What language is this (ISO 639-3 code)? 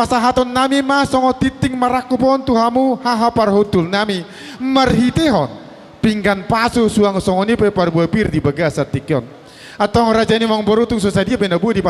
bbc